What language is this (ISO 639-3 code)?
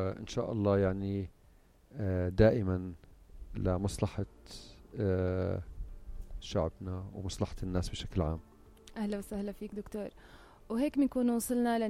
apc